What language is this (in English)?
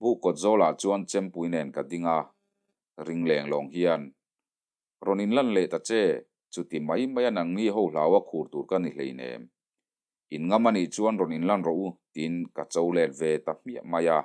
Mizo